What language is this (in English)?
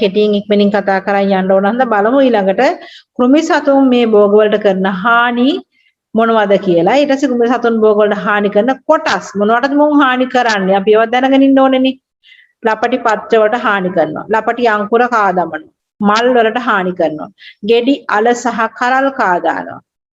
Sinhala